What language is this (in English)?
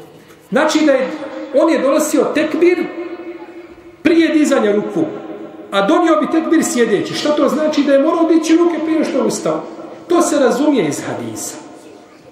Bosnian